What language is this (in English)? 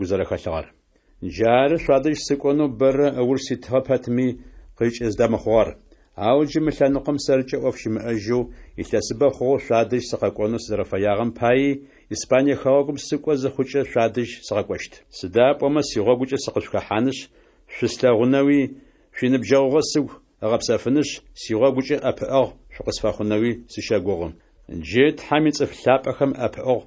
Adyghe